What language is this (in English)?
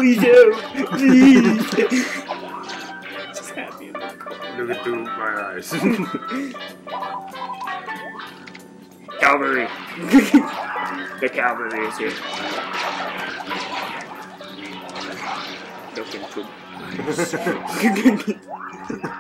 English